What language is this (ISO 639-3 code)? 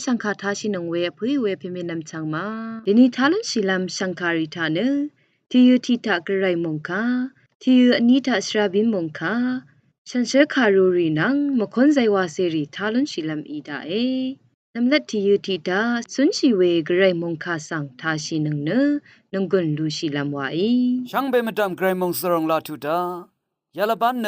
raw